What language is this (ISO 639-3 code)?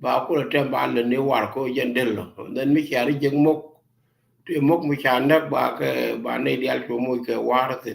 nus